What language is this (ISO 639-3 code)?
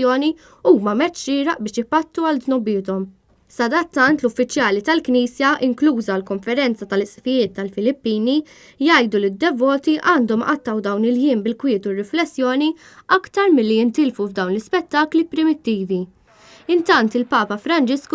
mlt